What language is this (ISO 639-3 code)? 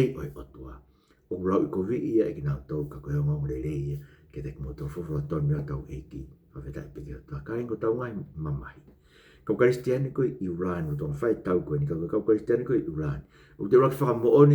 ton